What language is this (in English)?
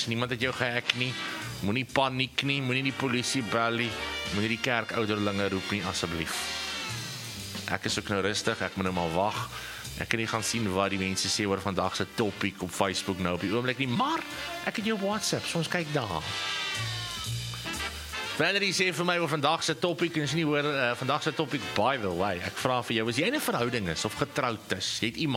Afrikaans